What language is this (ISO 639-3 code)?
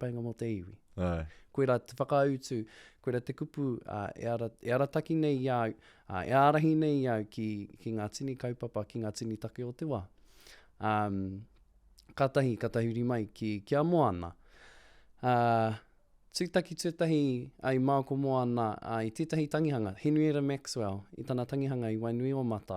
mri